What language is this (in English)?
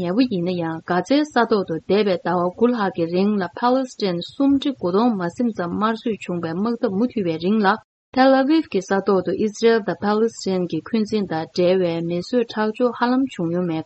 Tibetan